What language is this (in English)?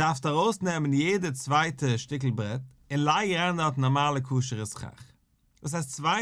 Yiddish